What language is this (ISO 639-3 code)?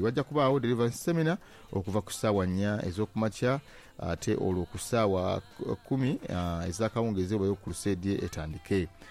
lug